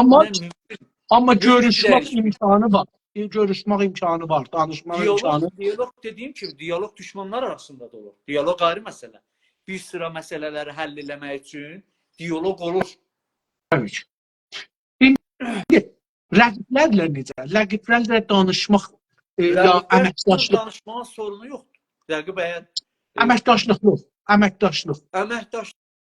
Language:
South Azerbaijani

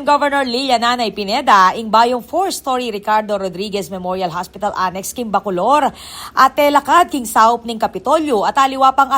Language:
Pampanga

